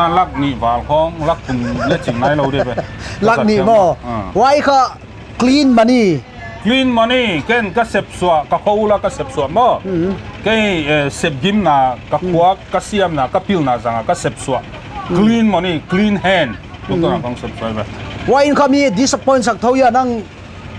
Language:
Paite Chin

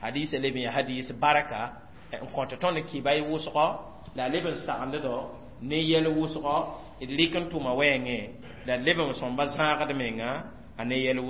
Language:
Mossi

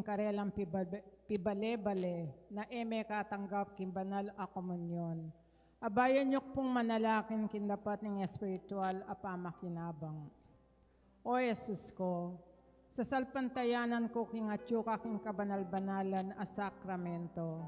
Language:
Pampanga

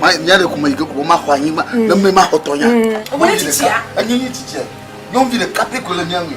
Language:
Ewe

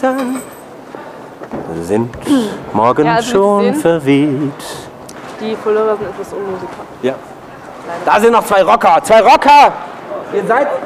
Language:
German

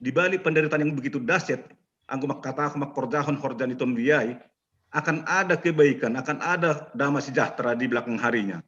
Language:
Batak Simalungun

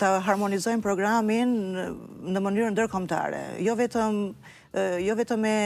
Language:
Albanian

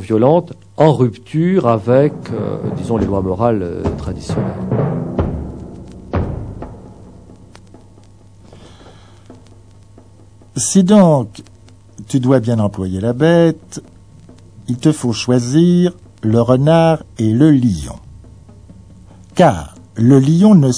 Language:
French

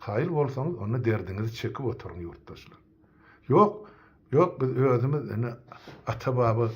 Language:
Turkmen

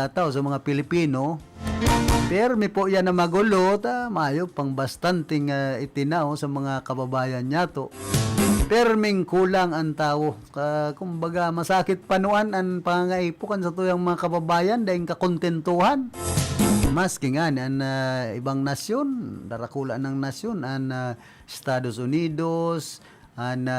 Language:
Bikol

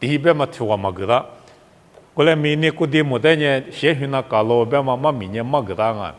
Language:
Lisu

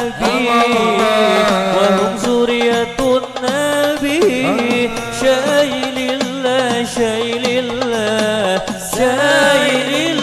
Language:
Banjar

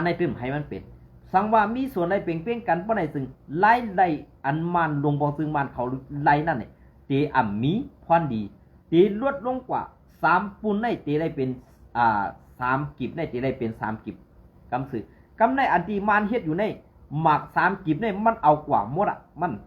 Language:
Shan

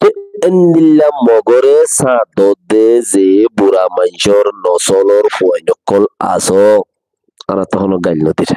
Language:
Rohingya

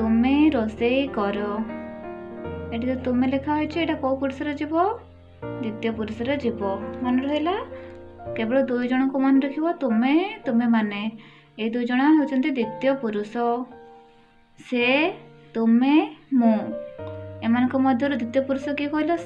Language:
Odia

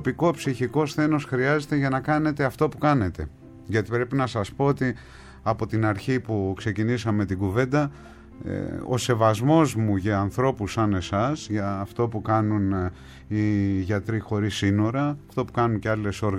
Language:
Greek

